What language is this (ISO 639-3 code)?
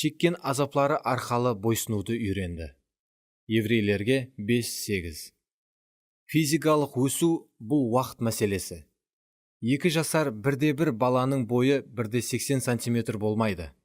kaa